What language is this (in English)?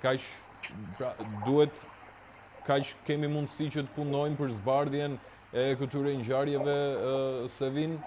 Albanian